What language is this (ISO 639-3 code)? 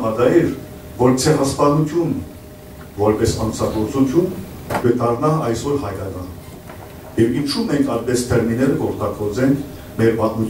hyw